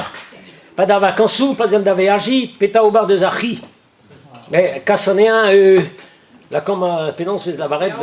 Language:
Breton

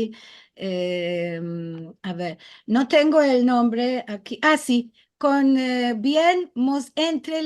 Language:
Ladino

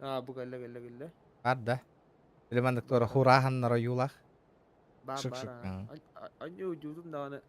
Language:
Yakut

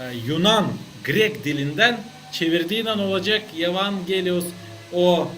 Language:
Gagauz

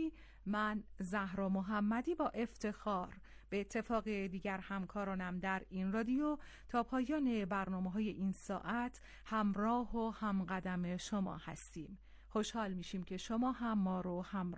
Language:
Persian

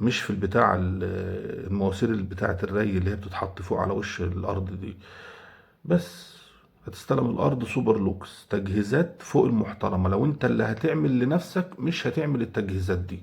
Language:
Egyptian Arabic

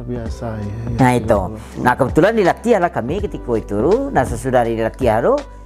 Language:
Minangkabau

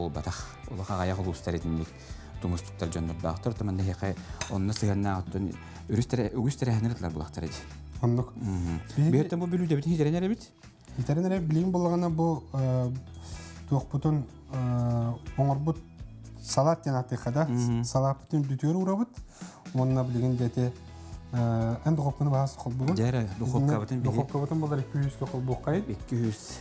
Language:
Yakut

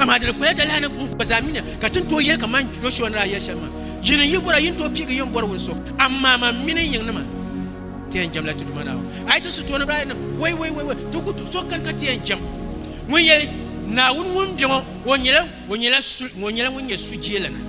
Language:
Dagbani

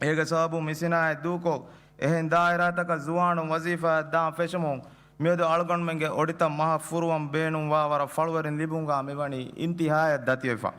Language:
Divehi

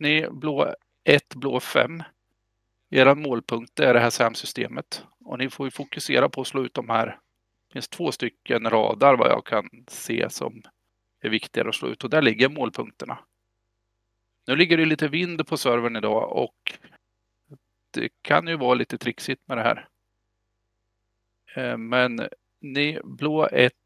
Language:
Swedish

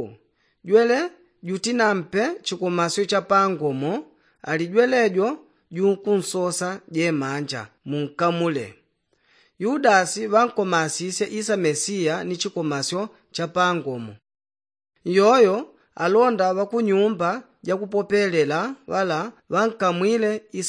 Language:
Yao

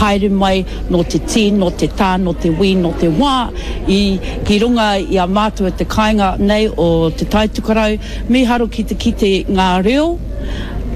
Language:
Māori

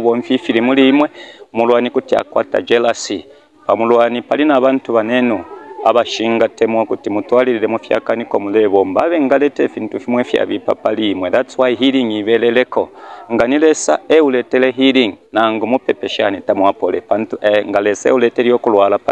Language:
Bemba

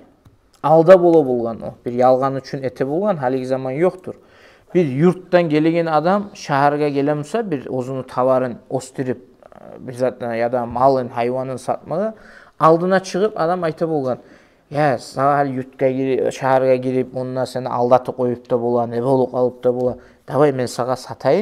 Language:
Kumyk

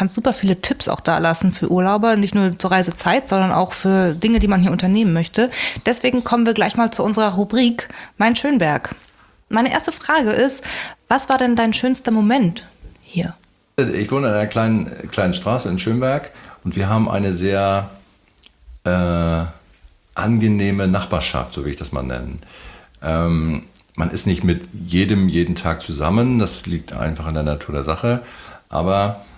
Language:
German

